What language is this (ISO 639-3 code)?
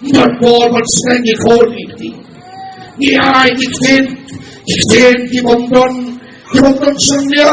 kha